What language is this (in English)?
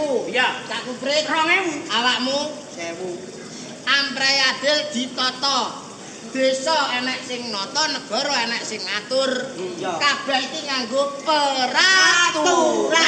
Javanese